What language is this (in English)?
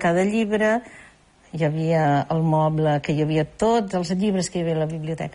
Catalan